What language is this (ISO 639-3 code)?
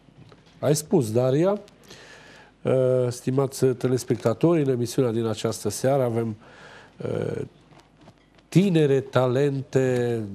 ron